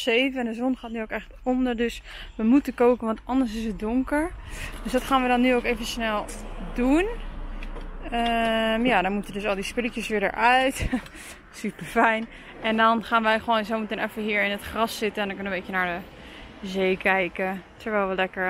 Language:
Dutch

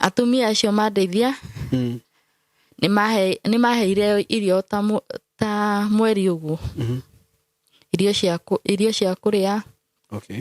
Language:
Kikuyu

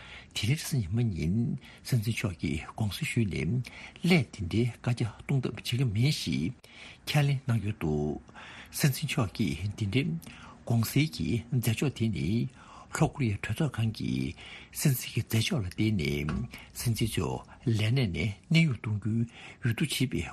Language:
Tibetan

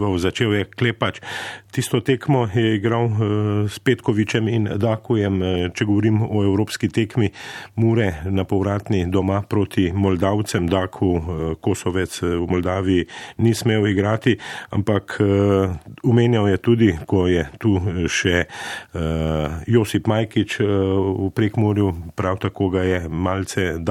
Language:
Slovenian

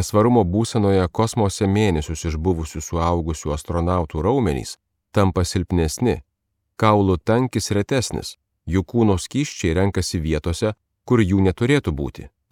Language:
Lithuanian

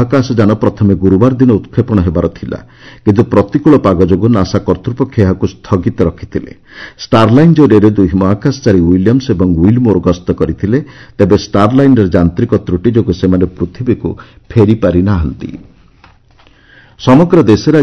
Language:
Odia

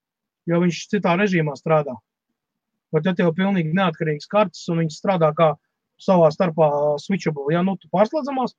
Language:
Latvian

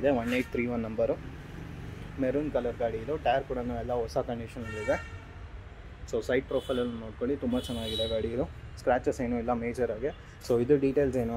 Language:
Kannada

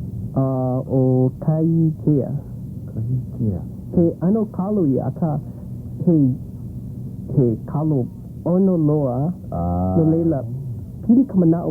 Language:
Hawaiian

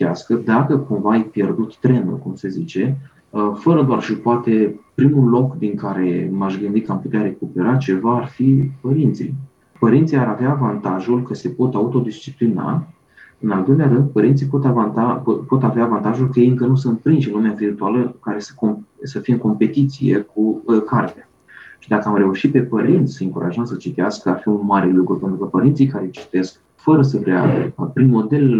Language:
Romanian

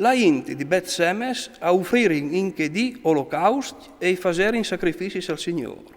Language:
Friulian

